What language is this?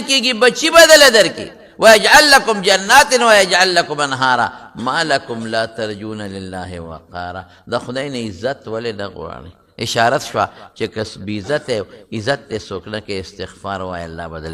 Pashto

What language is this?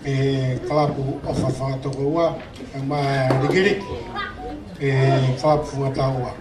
Tongan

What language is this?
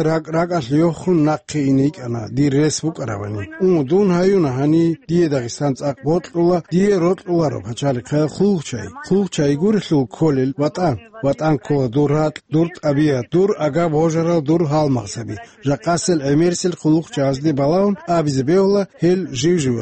Avaric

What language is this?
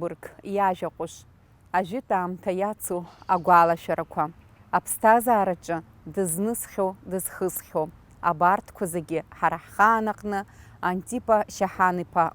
Abkhazian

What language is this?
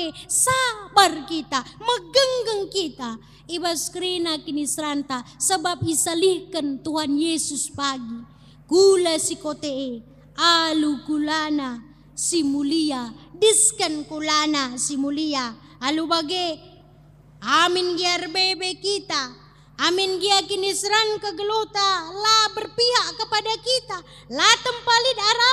Batak Karo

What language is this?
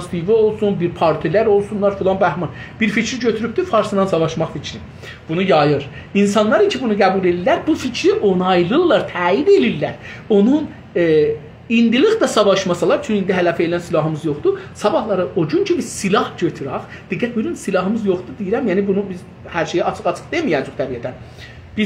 South Azerbaijani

